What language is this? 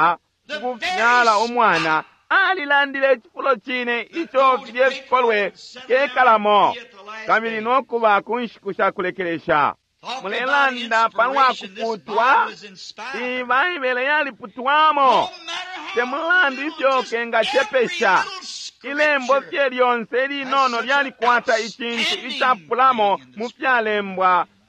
Bemba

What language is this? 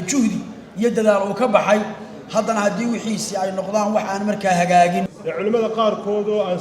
Somali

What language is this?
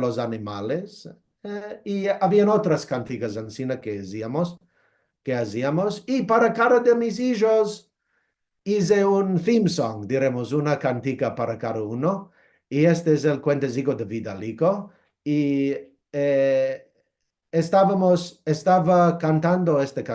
Ladino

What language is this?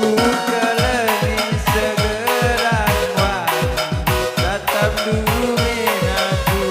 Batak Karo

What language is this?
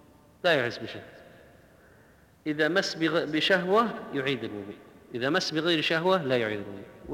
Arabic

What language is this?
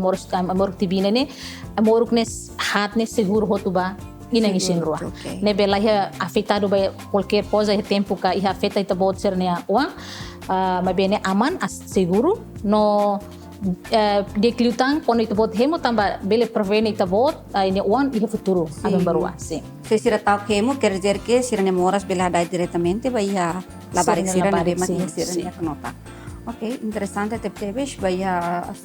Tetum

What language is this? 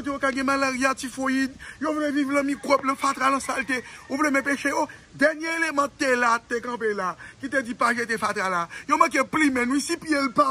Haitian Creole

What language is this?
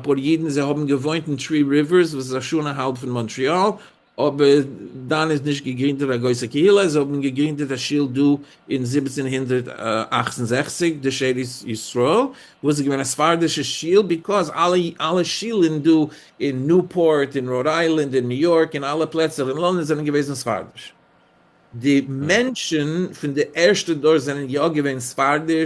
Yiddish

